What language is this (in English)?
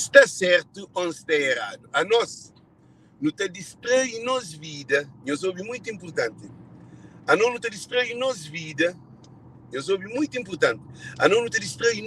Kabuverdianu